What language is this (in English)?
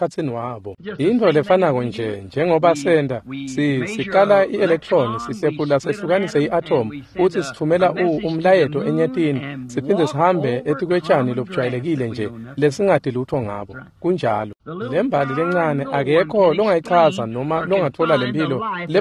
Swati